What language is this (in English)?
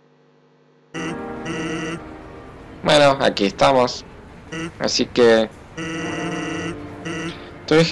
Spanish